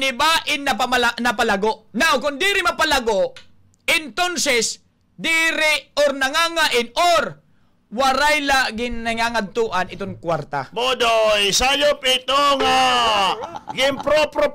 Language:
Waray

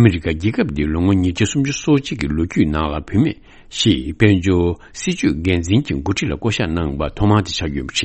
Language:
Tibetan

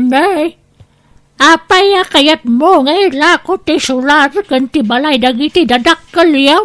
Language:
Iloko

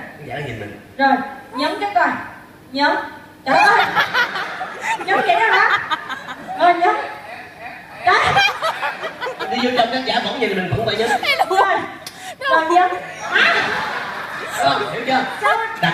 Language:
Vietnamese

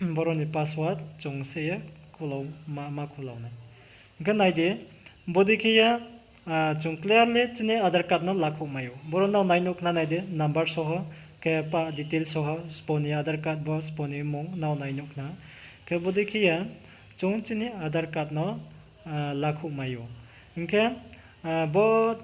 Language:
Riang (India)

